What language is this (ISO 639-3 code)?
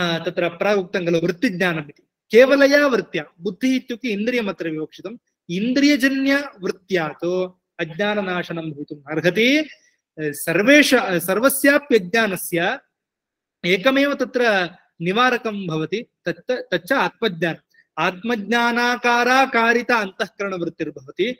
san